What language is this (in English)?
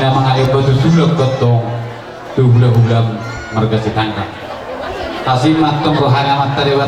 Batak Toba